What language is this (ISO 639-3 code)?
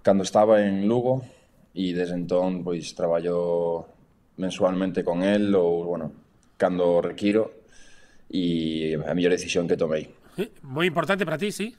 glg